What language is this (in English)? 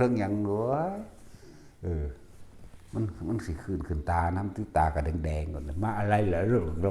Northeastern Thai